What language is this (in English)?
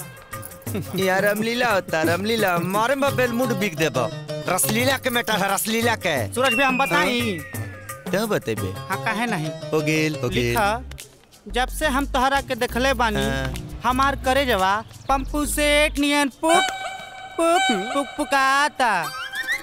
Bhojpuri